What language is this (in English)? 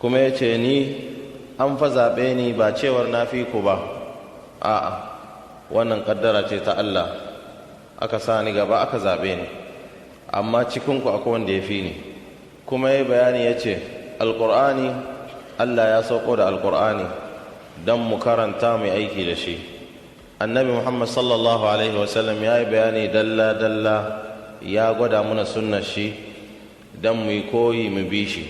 Hausa